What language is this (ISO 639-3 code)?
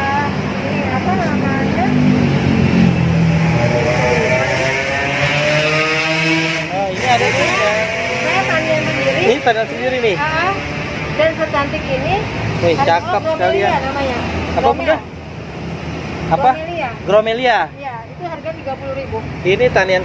ind